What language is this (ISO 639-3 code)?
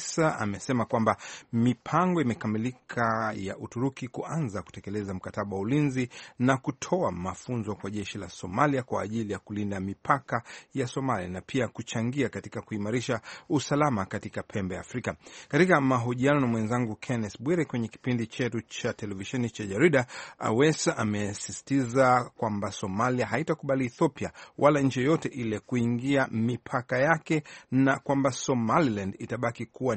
swa